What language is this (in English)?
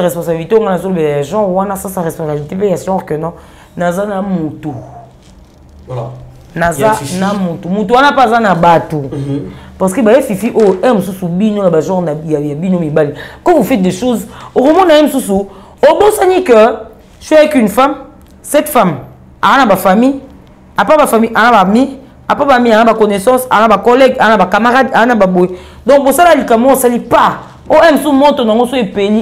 French